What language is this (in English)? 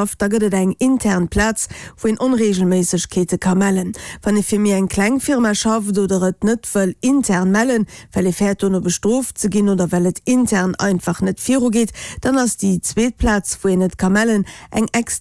Luxembourgish